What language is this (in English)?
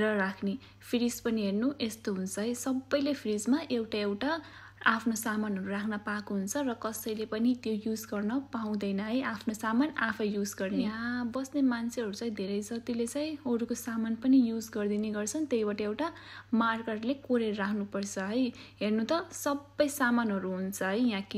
Nepali